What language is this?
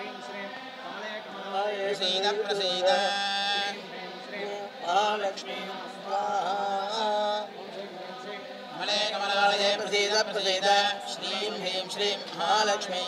Sanskrit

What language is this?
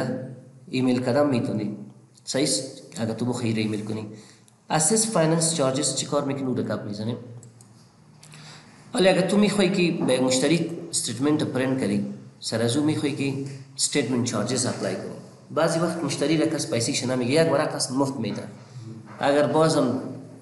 Persian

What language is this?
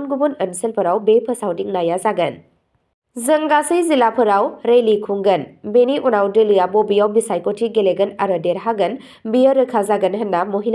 Bodo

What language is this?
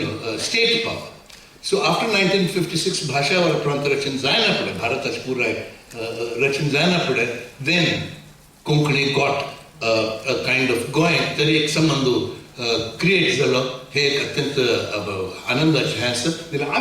Konkani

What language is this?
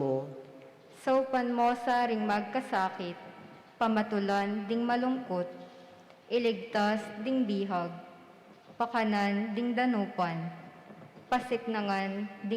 Pampanga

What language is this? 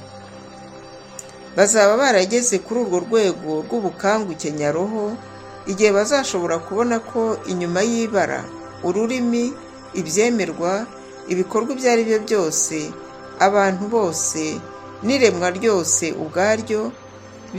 Kinyarwanda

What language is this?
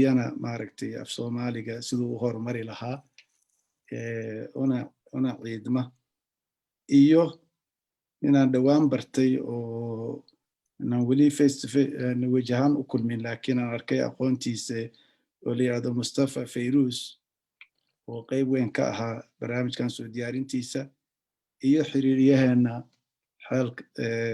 Somali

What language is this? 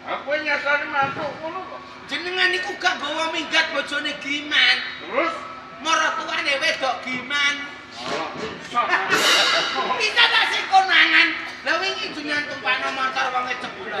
Javanese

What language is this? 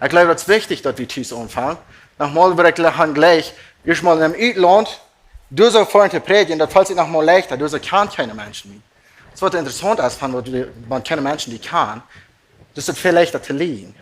Plautdietsch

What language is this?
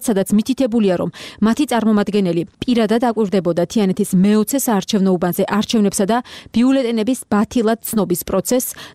Georgian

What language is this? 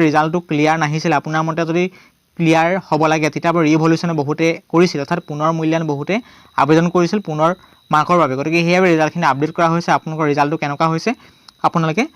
Assamese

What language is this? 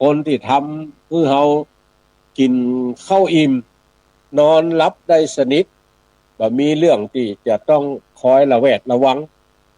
Northern Thai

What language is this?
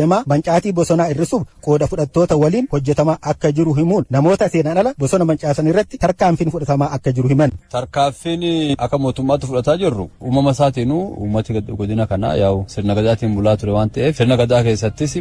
Oromo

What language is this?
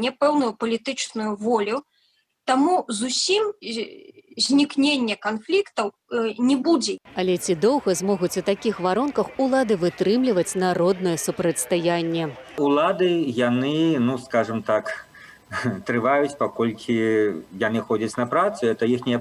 Belarusian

